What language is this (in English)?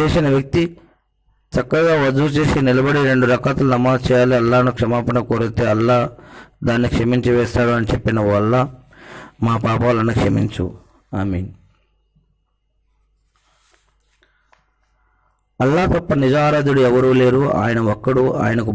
Telugu